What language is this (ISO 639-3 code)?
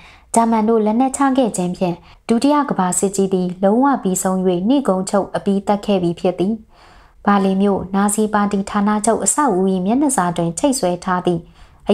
mya